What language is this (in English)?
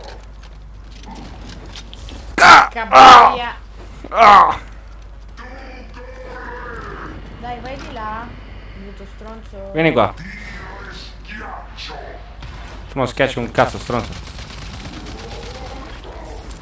Italian